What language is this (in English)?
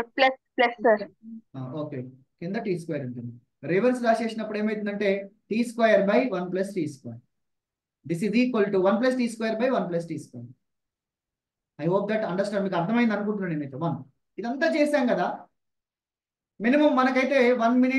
Telugu